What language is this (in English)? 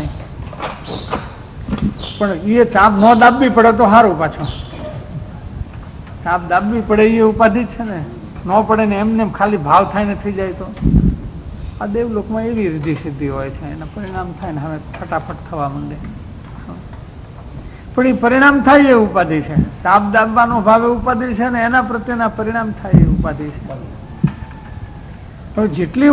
Gujarati